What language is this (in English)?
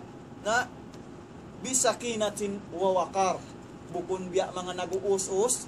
Tausug